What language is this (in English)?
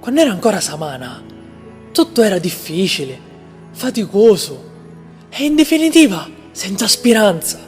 Sicilian